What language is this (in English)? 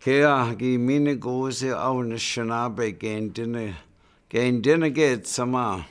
Chippewa